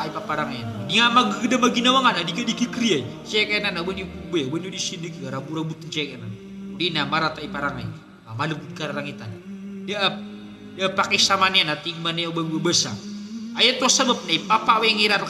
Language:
Maranao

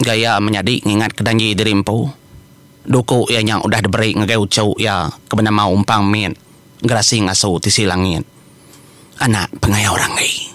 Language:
Iban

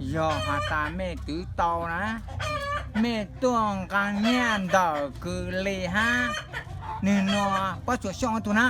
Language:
Hmong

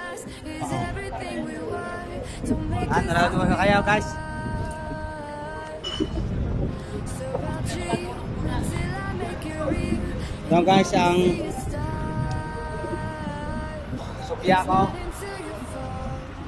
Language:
Filipino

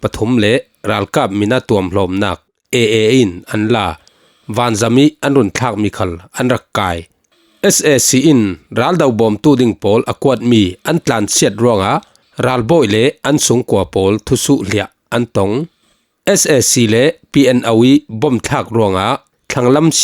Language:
Falam Chin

